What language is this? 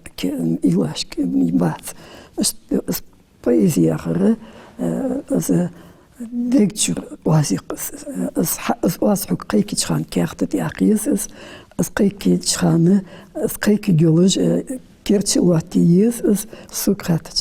Ingush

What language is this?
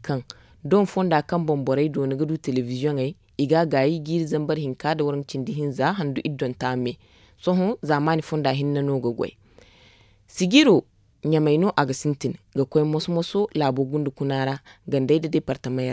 Zarma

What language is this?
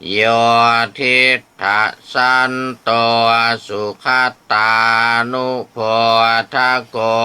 Pali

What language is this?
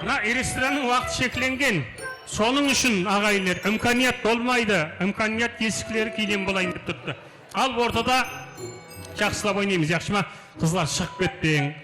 Kara-Kalpak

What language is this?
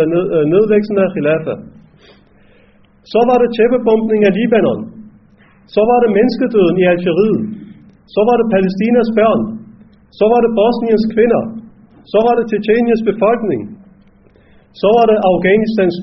Danish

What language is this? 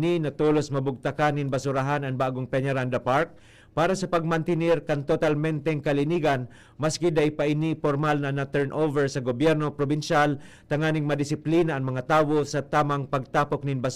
Bikol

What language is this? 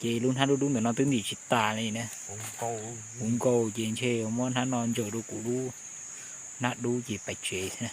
Hmong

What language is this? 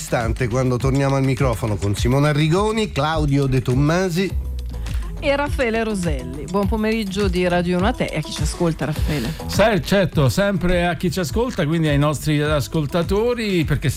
Italian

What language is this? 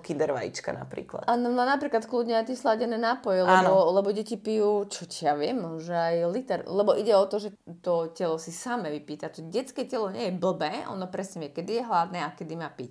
Slovak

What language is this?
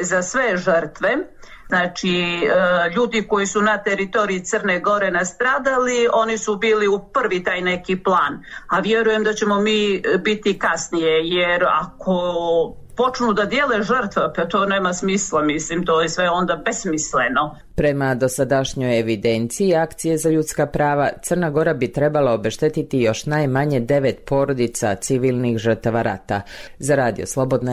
Serbian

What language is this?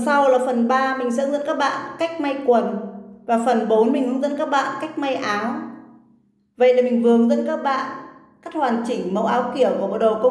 Vietnamese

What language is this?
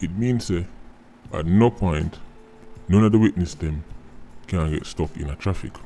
Jamaican Creole English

